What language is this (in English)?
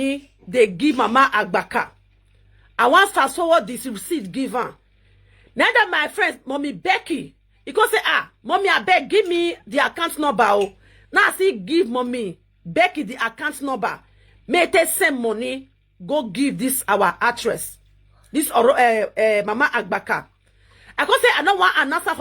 Nigerian Pidgin